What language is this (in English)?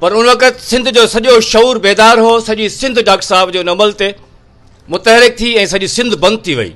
Sindhi